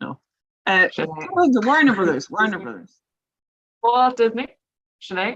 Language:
Irish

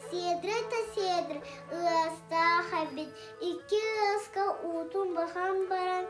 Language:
Yakut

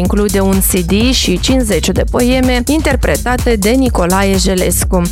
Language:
Romanian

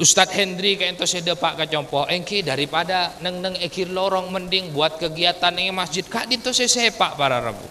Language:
Madurese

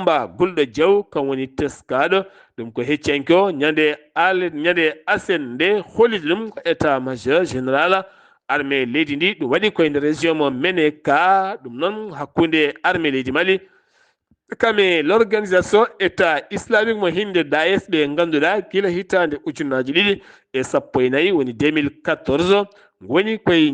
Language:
Fula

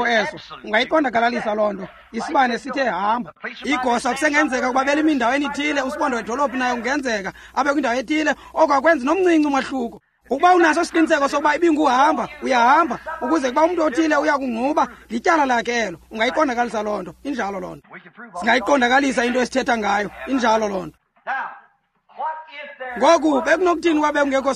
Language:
Xhosa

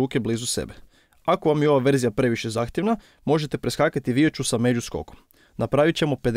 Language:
Croatian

